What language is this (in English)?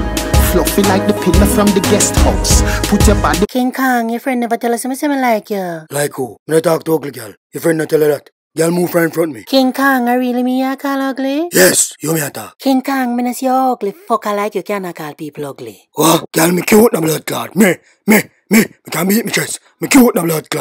Jamaican Creole English